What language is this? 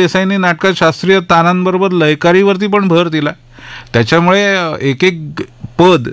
Marathi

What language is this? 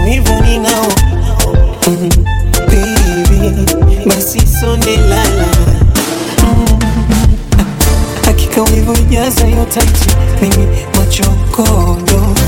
Swahili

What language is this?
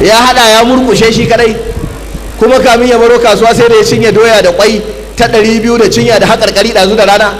Hausa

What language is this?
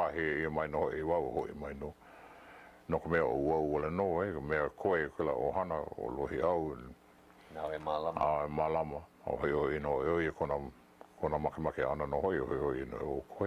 Hawaiian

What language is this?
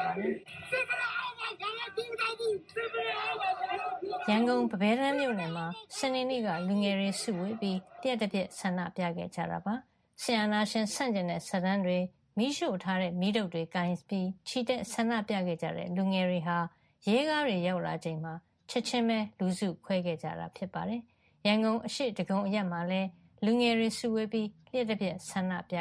Burmese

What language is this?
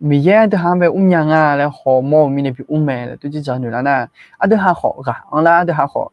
Akha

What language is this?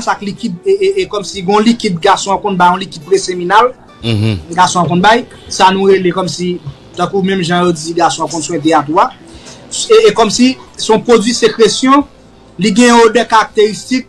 Haitian Creole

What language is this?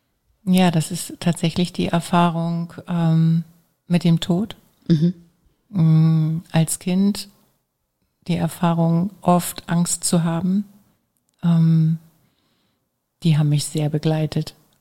German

